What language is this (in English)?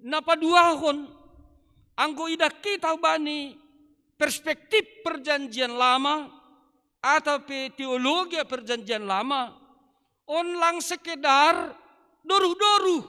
Batak Simalungun